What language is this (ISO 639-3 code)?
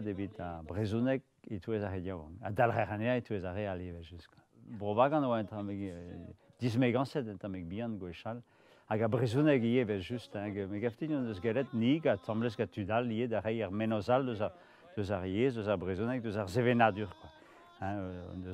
bre